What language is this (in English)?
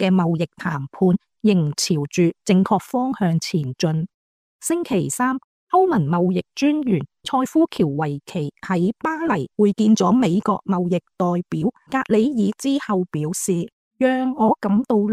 Cantonese